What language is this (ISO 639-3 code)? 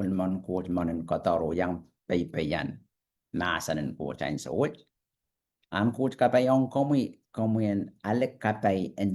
pon